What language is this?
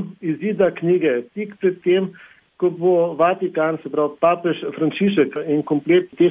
Slovenian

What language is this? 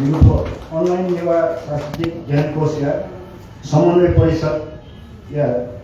Newari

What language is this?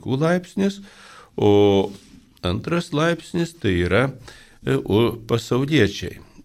Lithuanian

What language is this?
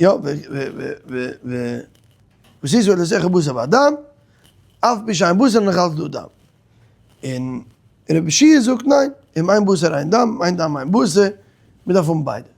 Yiddish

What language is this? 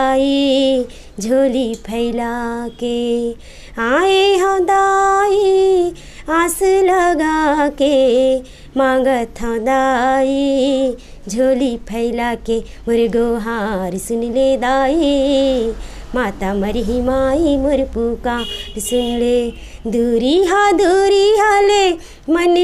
Chhattisgarhi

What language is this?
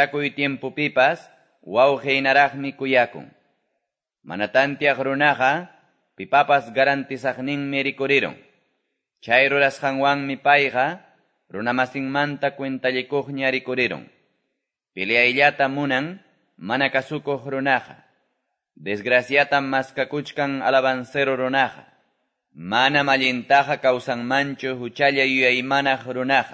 Quechua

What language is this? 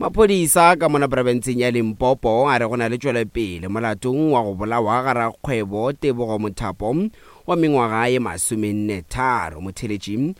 Northern Sotho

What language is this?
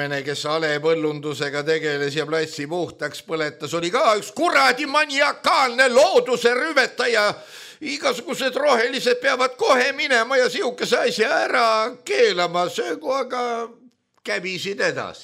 Estonian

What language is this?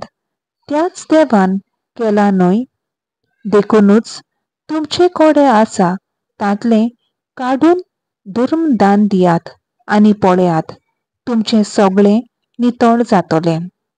Konkani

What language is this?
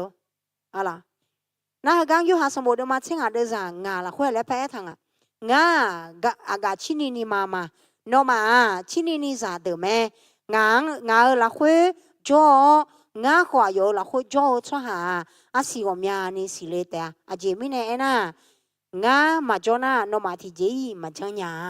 Akha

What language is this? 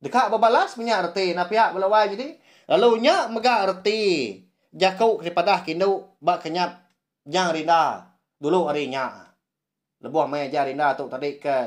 Iban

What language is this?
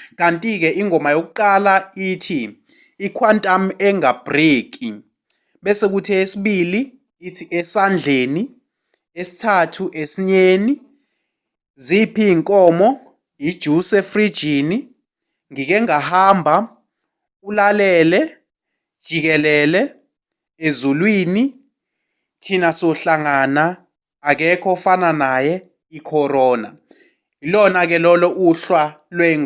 Zulu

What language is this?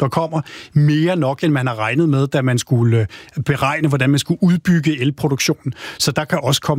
Danish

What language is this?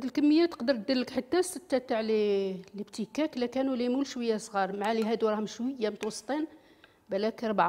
Algerian Arabic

